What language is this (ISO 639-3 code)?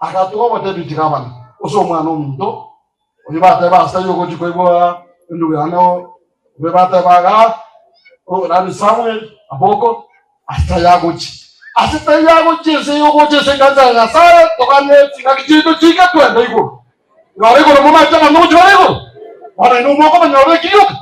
guz